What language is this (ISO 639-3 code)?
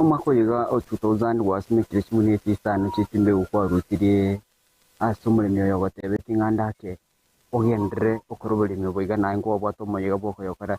guz